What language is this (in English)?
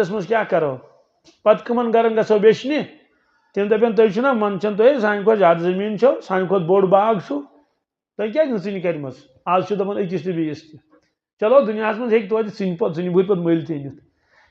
Kashmiri